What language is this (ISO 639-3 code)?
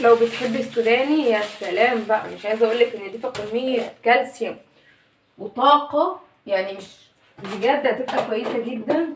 arz